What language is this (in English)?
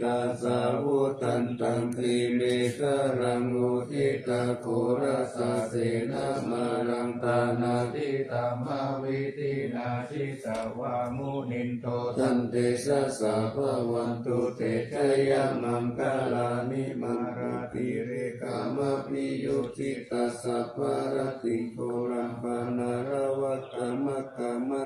Pali